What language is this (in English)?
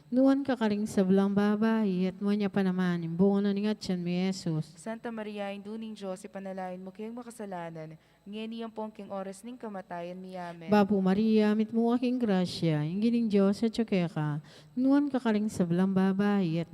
Pampanga